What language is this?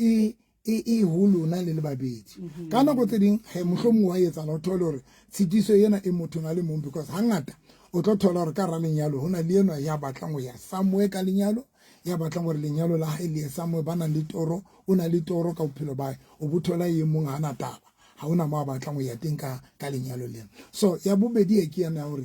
Southern Sotho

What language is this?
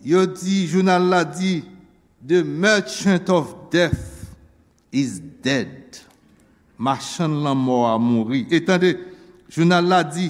Haitian Creole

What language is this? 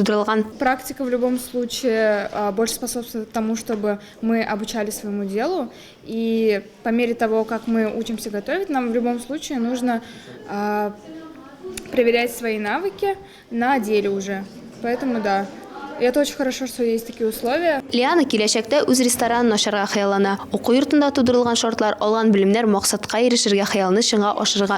Tatar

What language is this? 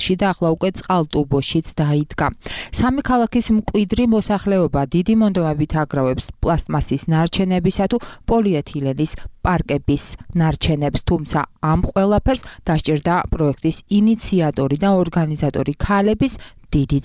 Georgian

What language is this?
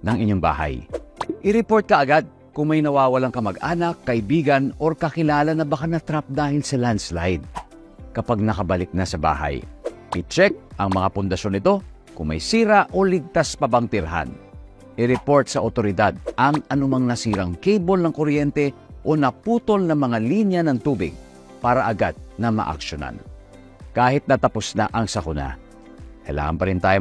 Filipino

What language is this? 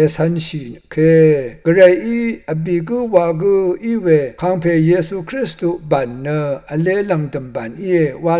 Rawang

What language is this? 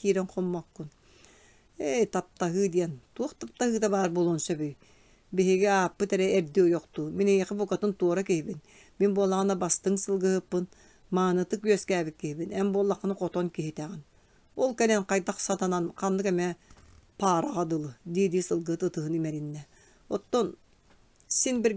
Yakut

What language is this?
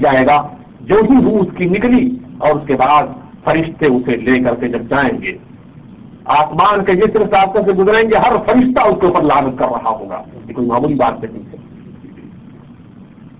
Urdu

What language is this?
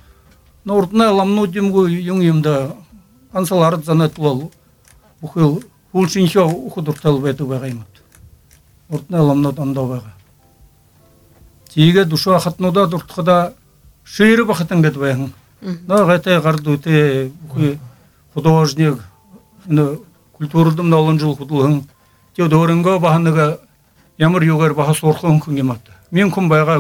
Buriat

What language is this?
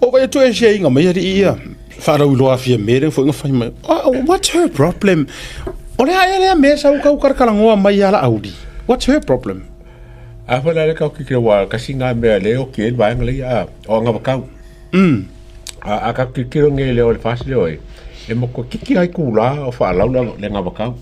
Samoan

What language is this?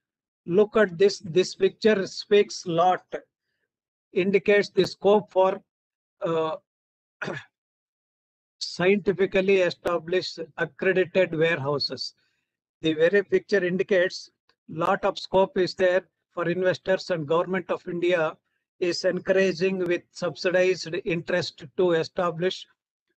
English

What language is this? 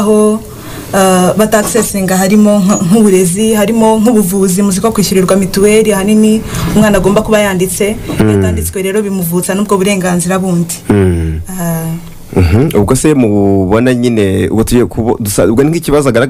Kinyarwanda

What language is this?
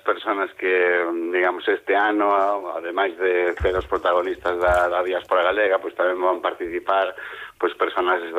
Galician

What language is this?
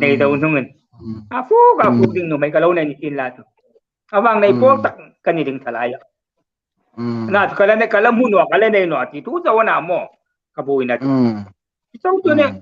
Hmar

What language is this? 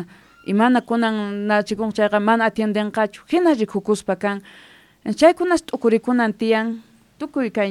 South Bolivian Quechua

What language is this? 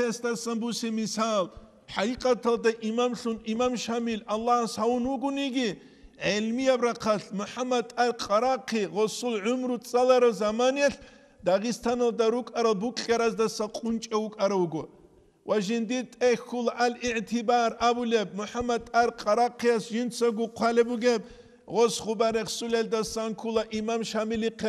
Avaric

